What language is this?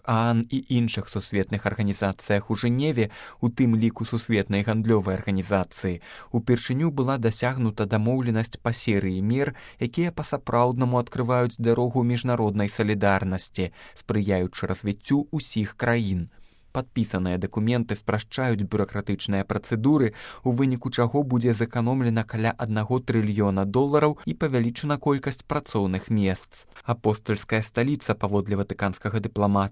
Belarusian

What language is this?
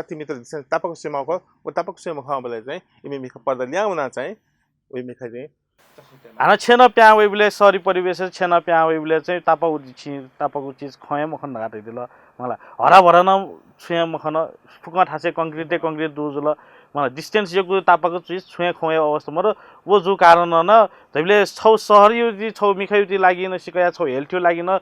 Newari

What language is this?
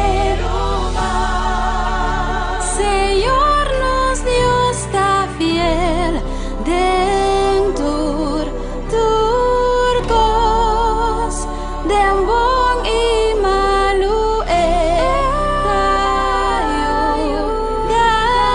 Papiamento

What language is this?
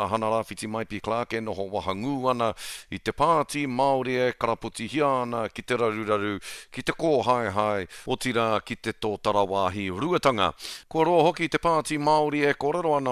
Māori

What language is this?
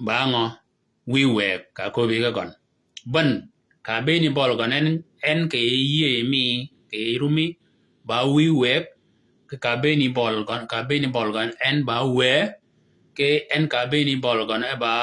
Shilluk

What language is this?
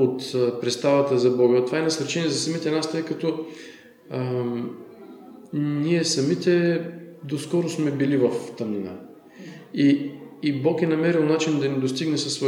Bulgarian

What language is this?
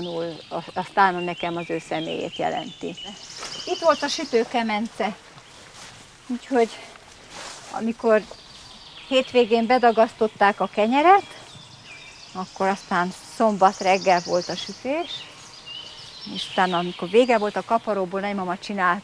Hungarian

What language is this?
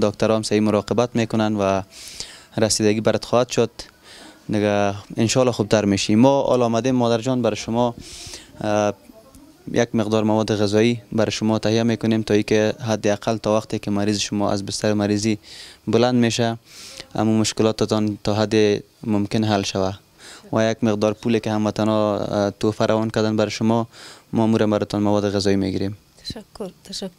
Persian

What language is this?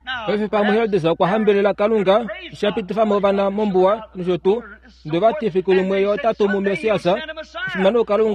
Kuanyama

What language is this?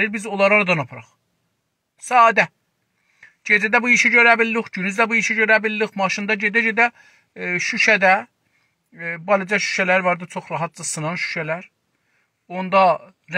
South Azerbaijani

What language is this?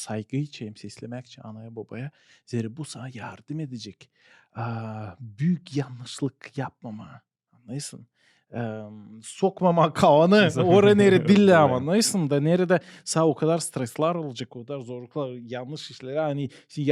Gagauz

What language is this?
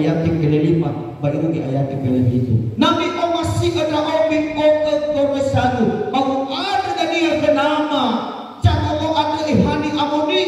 Nias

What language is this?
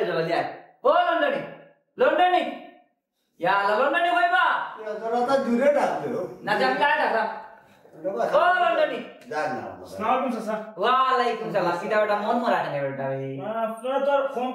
Sylheti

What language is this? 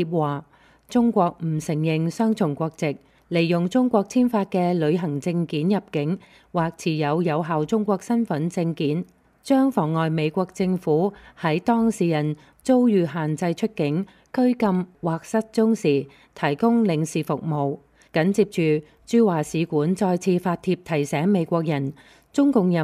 Cantonese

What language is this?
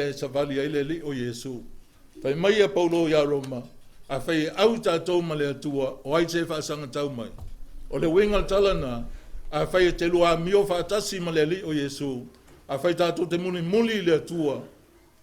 Samoan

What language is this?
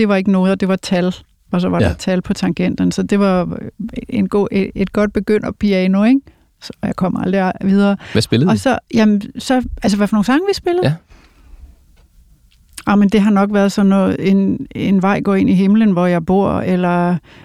Danish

